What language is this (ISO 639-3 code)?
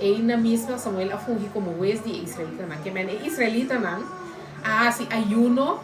pap